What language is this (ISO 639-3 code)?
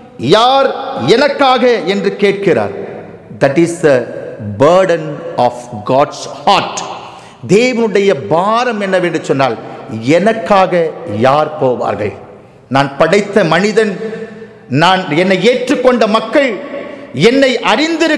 tam